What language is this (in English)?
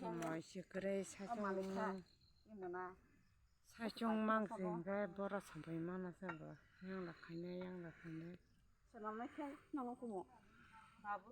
Kok Borok